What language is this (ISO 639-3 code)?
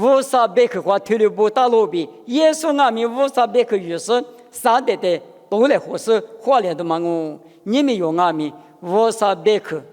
lis